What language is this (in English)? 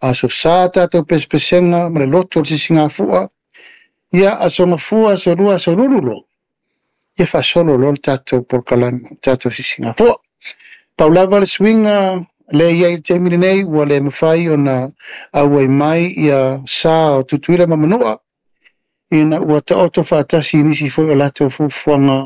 Samoan